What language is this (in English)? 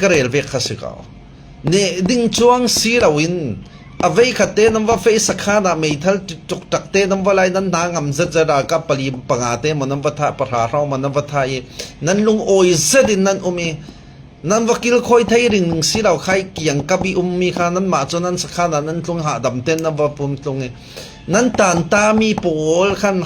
Falam Chin